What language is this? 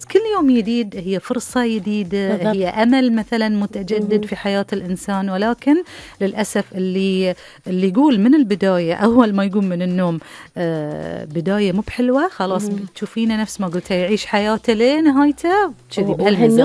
Gulf Arabic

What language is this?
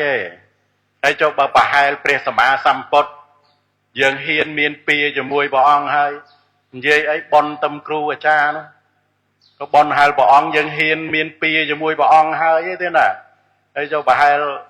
Khmer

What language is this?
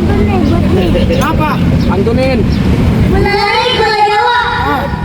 Betawi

